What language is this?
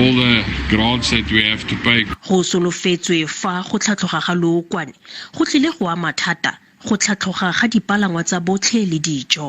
Tswana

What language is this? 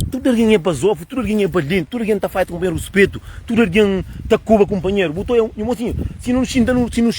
Kabuverdianu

